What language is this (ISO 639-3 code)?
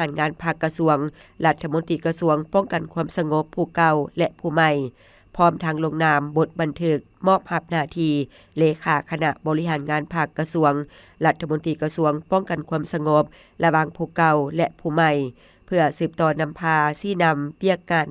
lao